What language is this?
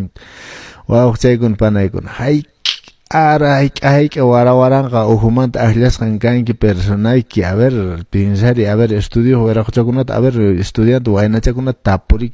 Quechua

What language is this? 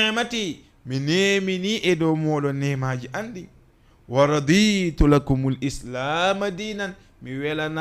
Fula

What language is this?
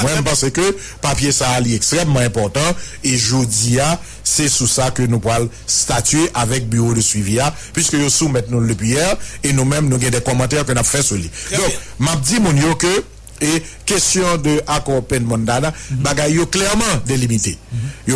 Haitian Creole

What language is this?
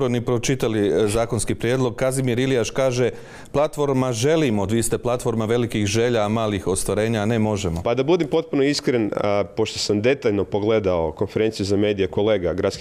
Croatian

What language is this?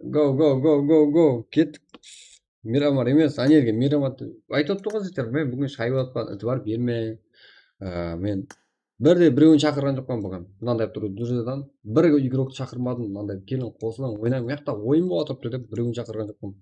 Kara-Kalpak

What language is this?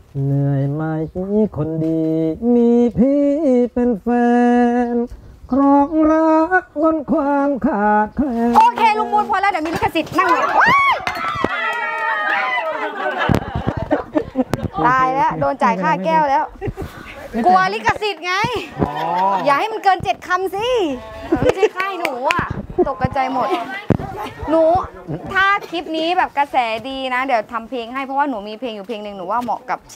Thai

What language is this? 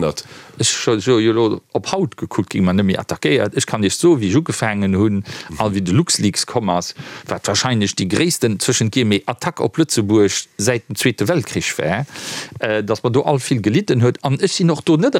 Luxembourgish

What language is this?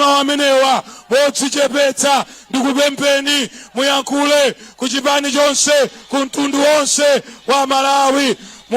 Nyanja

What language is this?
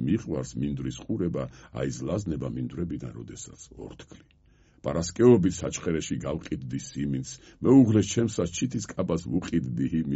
Georgian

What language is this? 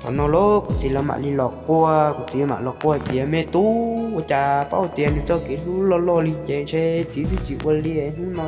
Hmong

